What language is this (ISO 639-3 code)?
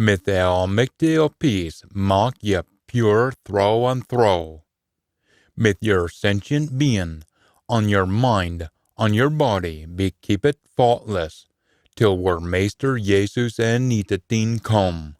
sco